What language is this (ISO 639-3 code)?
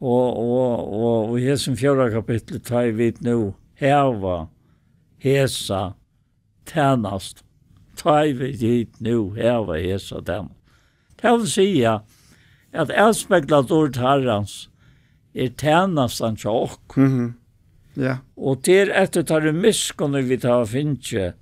fao